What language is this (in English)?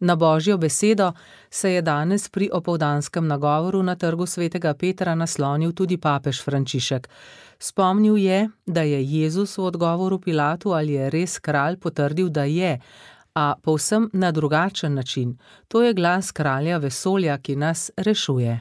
Slovenian